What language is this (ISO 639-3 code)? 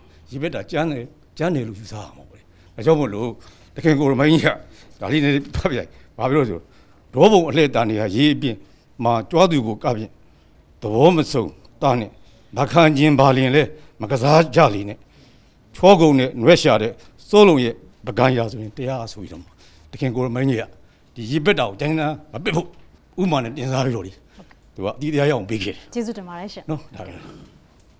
mya